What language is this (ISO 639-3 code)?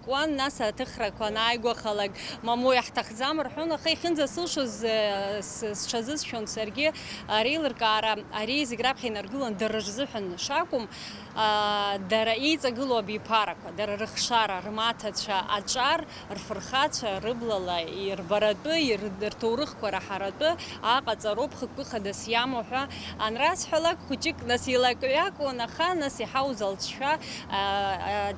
abk